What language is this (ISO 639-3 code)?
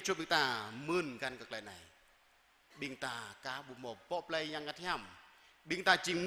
jra